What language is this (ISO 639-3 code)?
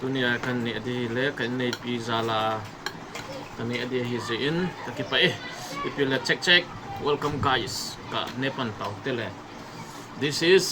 tcz